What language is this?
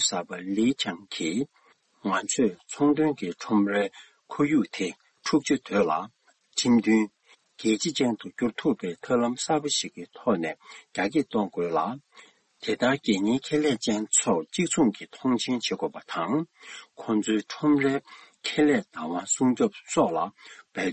Tibetan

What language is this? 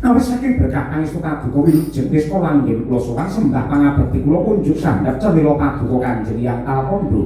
Javanese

